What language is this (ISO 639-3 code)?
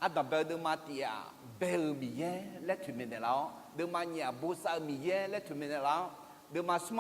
ahk